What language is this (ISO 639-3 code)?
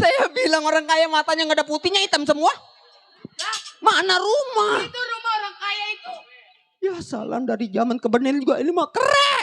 bew